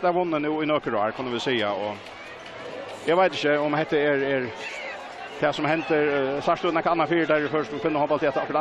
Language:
Faroese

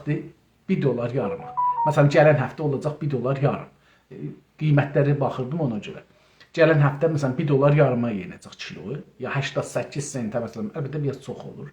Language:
South Azerbaijani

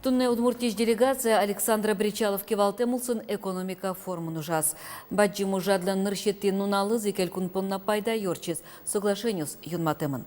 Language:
Udmurt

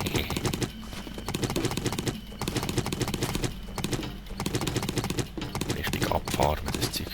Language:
Swiss German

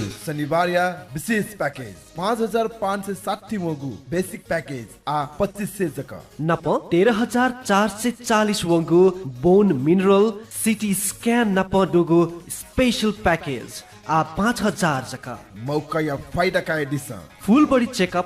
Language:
Newari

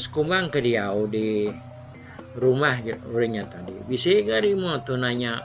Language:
Iban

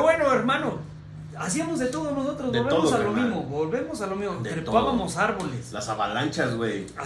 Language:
Spanish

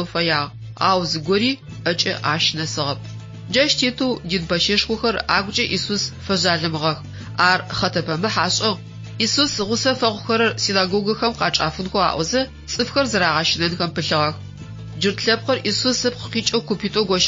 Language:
Adyghe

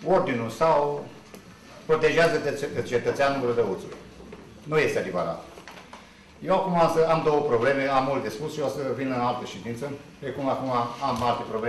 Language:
Romanian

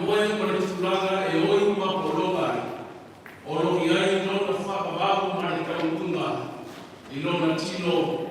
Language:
Samoan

